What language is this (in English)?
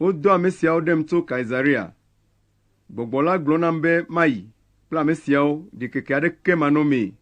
Ewe